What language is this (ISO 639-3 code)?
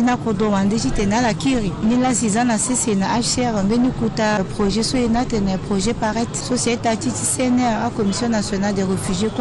sag